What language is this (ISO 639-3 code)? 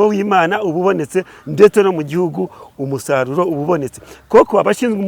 kin